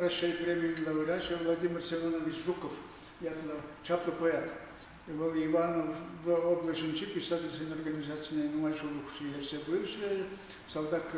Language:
Chuvash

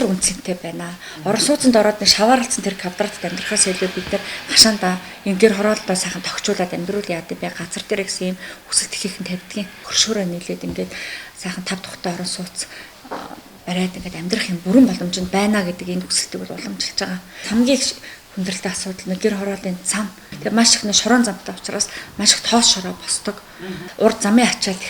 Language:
Mongolian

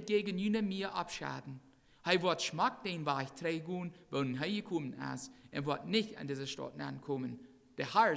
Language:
Plautdietsch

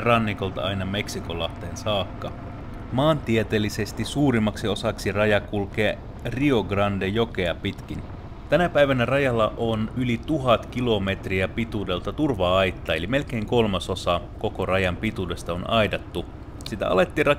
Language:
Finnish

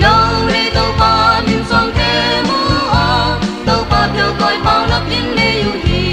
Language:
Tedim Chin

